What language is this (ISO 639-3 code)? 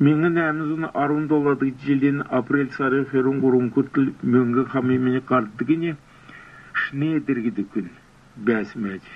xal